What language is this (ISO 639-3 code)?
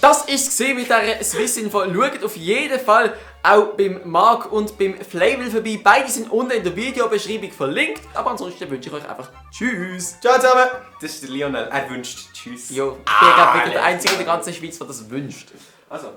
gsw